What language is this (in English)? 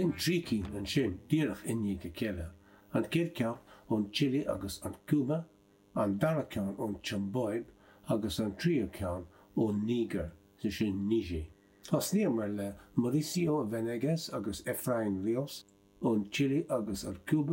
Irish